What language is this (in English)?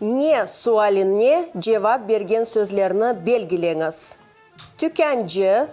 Crimean Tatar